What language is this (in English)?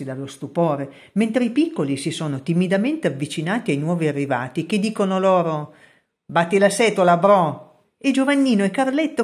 Italian